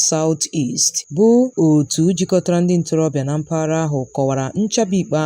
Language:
Igbo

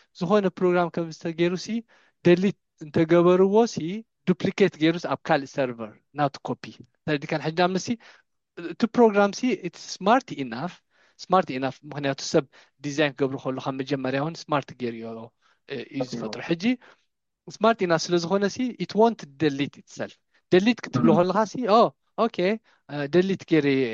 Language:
Tigrinya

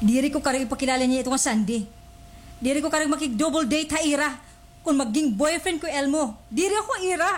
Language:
Waray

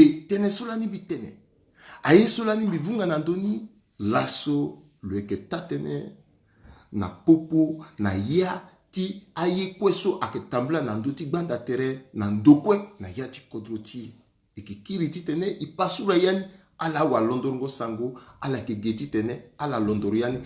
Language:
Sango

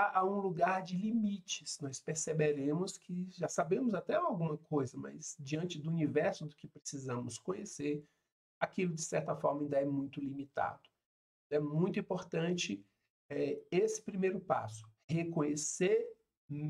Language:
Portuguese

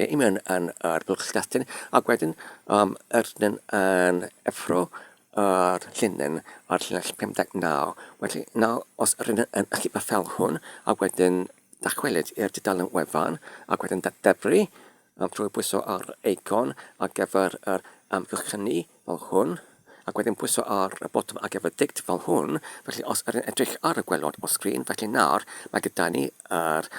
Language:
Welsh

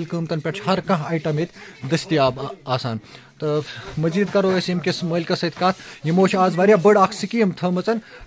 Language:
Kashmiri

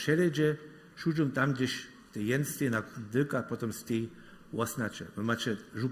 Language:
Upper Sorbian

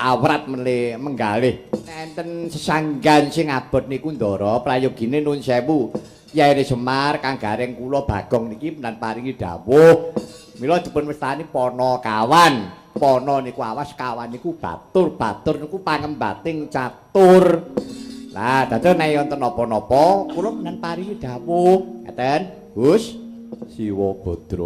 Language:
Javanese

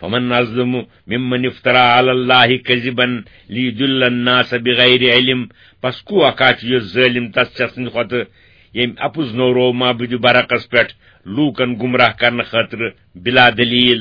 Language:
Kashmiri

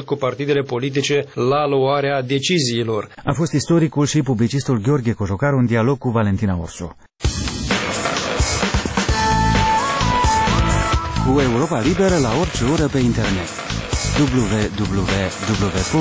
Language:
Romanian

